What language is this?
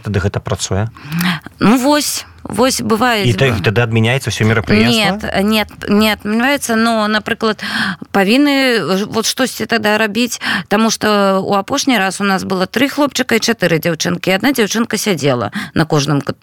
Belarusian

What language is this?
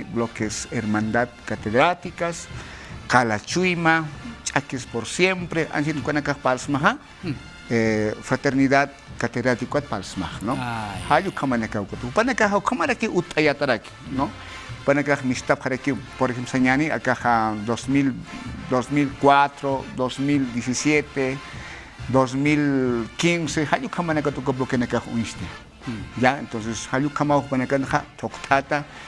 Aymara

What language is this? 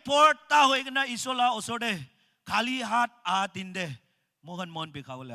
Naga Pidgin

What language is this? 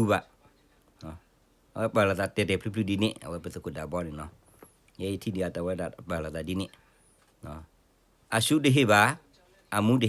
S'gaw Karen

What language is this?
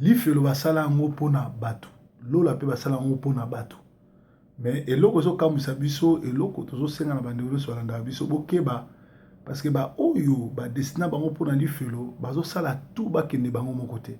Lingala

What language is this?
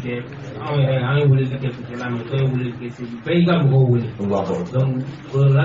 Bambara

